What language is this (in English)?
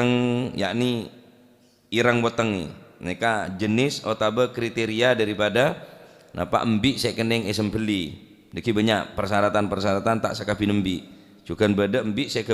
Madurese